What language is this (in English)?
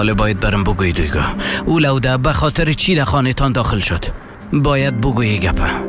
Persian